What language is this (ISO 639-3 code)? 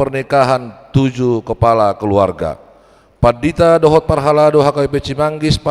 bbc